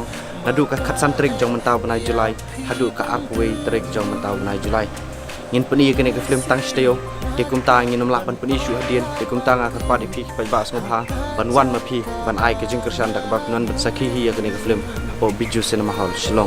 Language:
Khasi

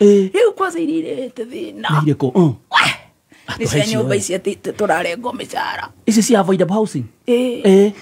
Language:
Kikuyu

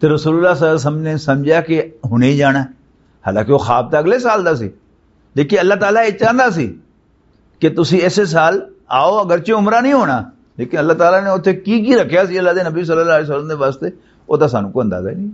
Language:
Western Panjabi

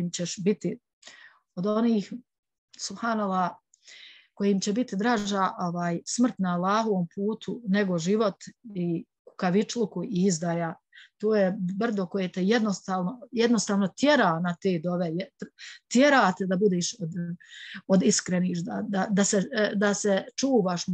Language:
Bosnian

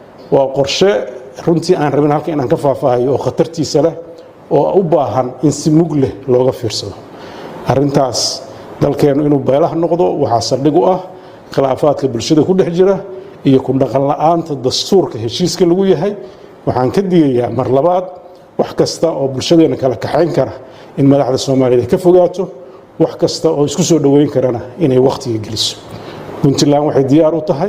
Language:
Somali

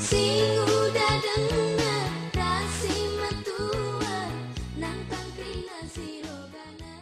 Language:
Batak Karo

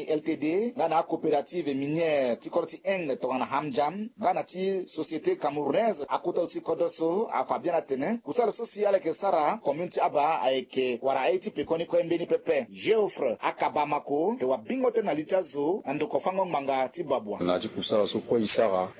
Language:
Sango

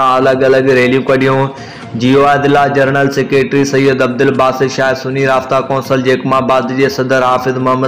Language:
Sindhi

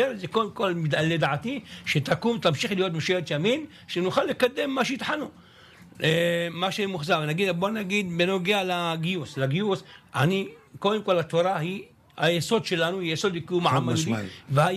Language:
Hebrew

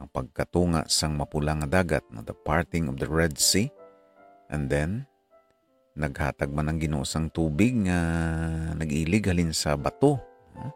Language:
Hiligaynon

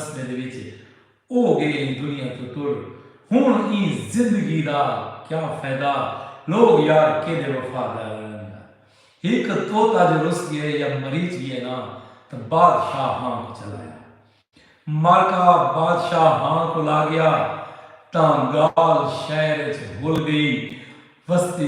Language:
Saraiki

